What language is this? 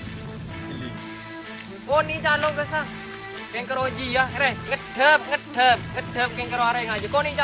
Madurese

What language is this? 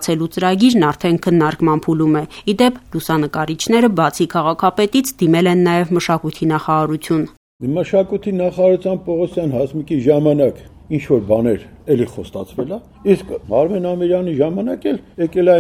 Armenian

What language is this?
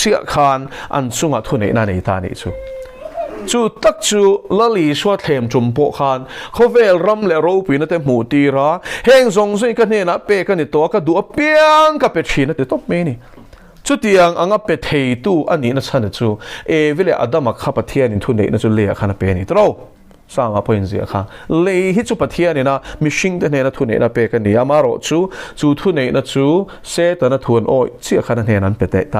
Mizo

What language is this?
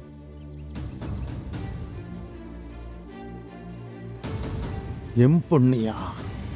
Tamil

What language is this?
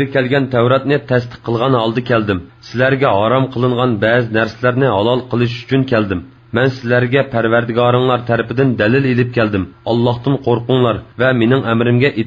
Uyghur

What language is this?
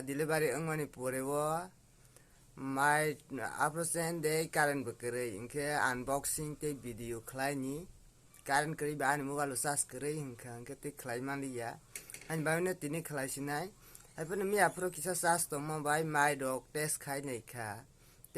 Kok Borok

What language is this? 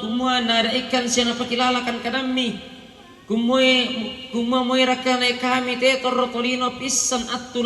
Toraja-Sa'dan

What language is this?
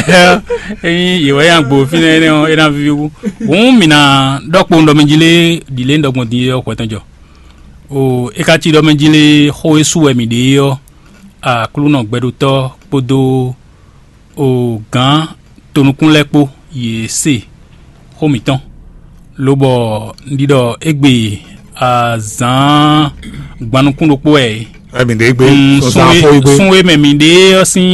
Fon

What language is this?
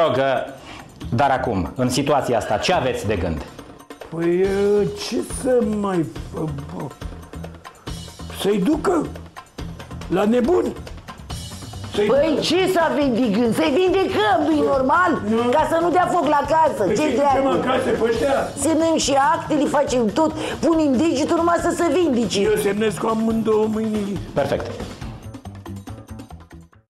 Romanian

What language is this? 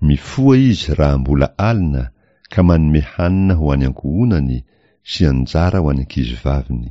Malagasy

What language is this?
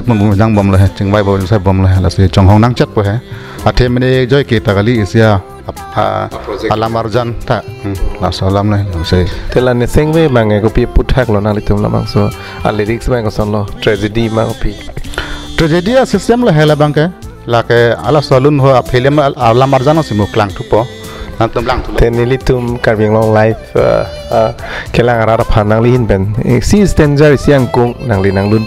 Karbi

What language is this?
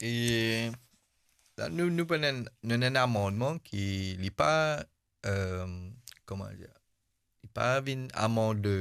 Morisyen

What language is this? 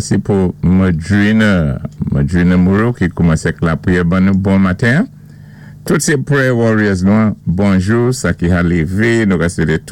Saint Lucian Creole French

